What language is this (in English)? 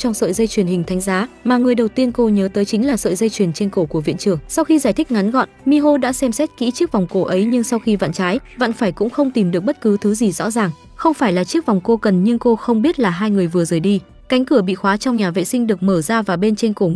Vietnamese